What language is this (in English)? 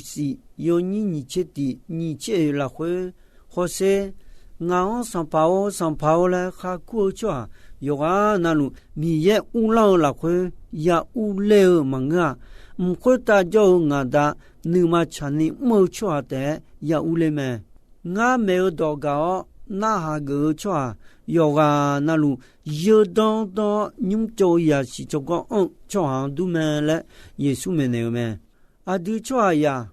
Akha